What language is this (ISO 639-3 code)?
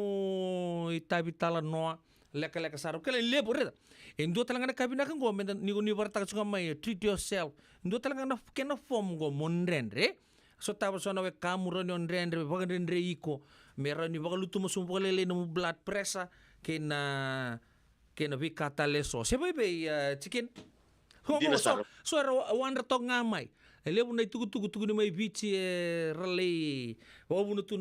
fij